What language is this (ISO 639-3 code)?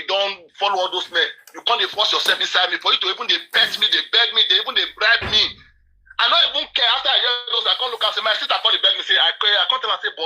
pcm